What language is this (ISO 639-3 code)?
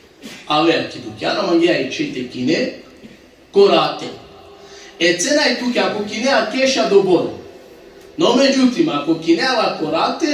rmn